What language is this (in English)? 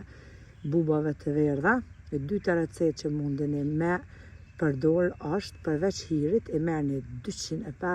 Albanian